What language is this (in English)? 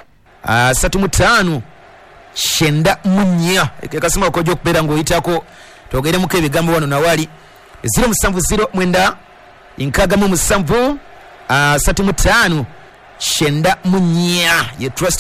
Ganda